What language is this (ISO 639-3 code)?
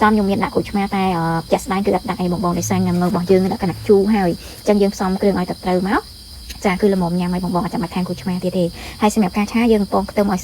khm